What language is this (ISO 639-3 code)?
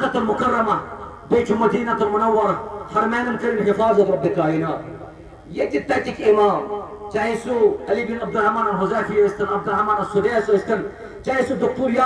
kas